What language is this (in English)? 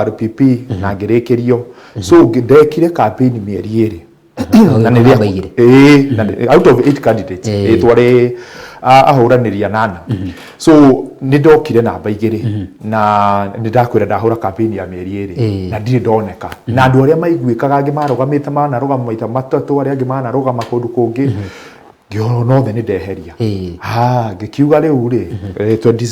Kikuyu